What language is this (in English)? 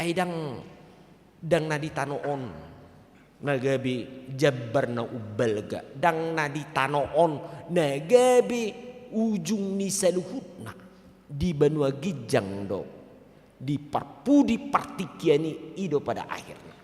Batak Toba